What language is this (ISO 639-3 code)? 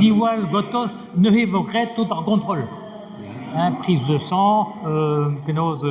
bre